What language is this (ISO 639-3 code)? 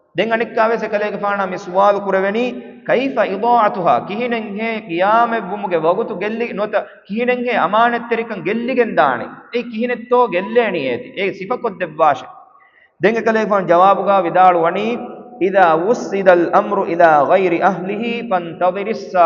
div